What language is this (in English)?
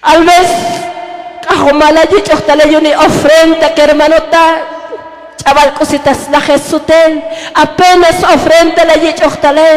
Tzotzil